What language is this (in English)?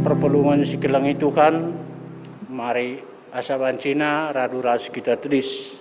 Batak Karo